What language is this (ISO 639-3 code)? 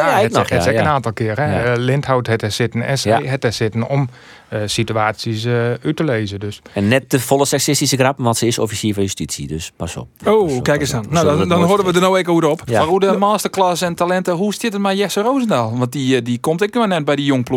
fry